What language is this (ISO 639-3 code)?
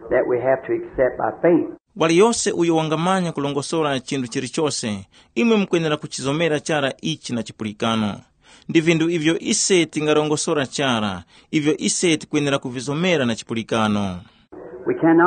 tum